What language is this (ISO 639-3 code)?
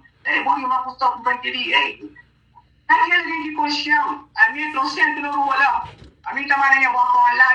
kea